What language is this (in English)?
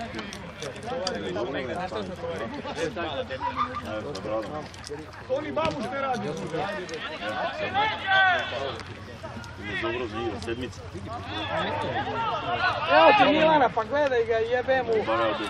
Serbian